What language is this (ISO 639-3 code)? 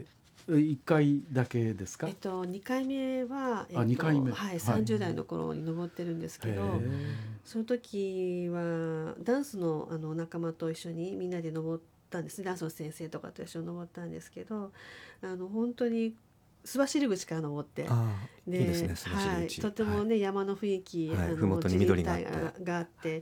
jpn